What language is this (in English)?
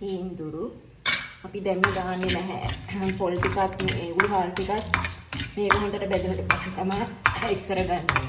Sinhala